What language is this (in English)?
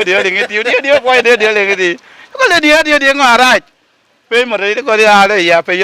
Lango (Uganda)